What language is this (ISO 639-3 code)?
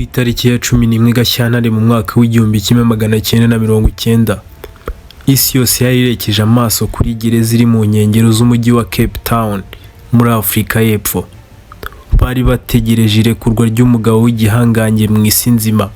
kin